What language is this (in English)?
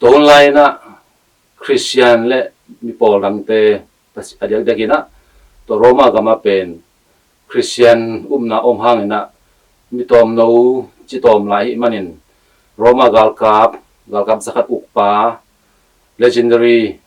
Tedim Chin